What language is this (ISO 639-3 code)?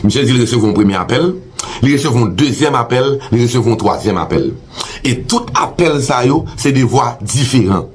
hat